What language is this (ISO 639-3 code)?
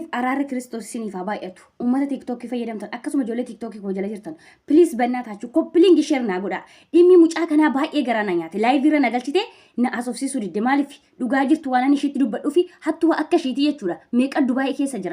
orm